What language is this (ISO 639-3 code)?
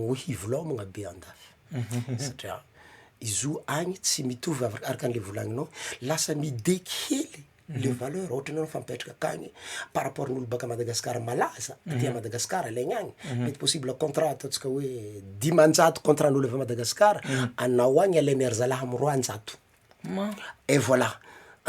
mlg